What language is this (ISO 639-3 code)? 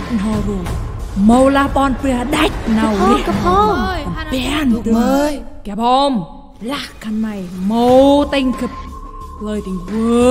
cmo